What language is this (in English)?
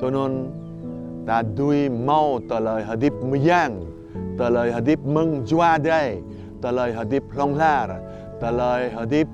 Jarai